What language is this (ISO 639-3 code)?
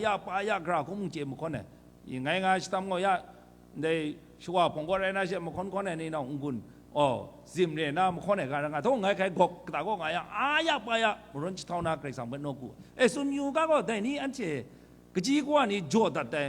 kac